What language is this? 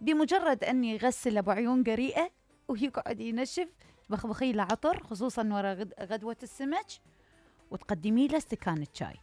Mesopotamian Arabic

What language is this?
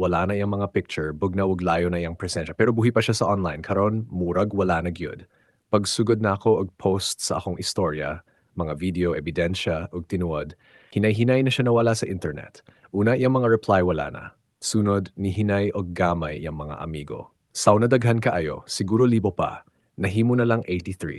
Cebuano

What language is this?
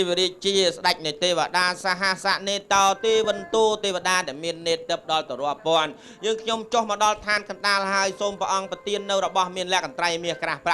Khmer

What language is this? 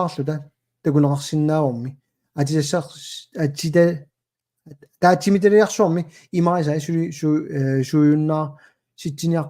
Kalaallisut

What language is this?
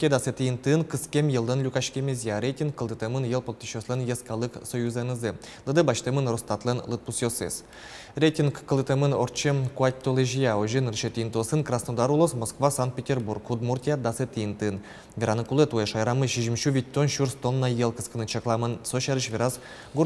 Udmurt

